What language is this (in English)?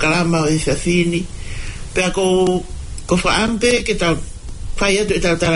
Tongan